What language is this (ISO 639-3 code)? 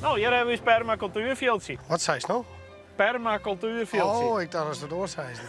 fry